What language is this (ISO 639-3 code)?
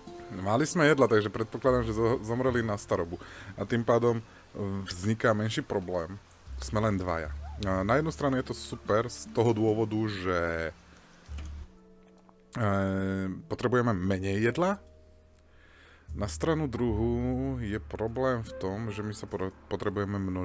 slk